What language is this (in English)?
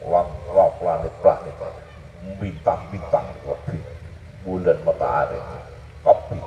Madurese